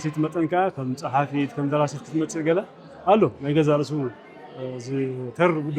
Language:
Tigrinya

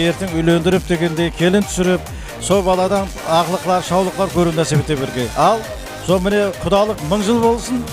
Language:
Kara-Kalpak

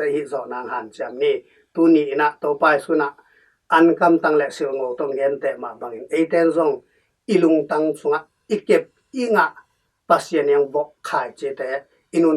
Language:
Tedim Chin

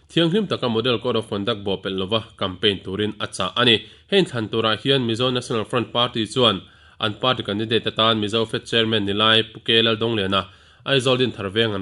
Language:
Mizo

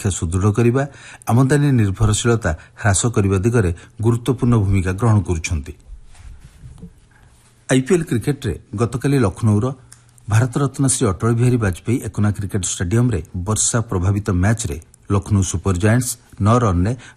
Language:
Odia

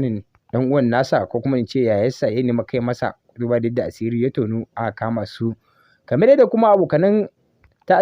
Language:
Hausa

